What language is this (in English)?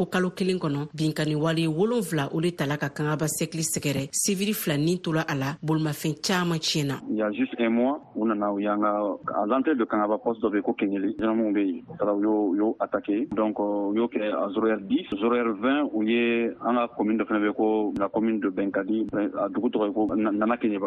Bambara